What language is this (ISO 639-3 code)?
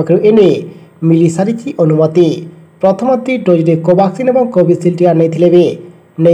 ori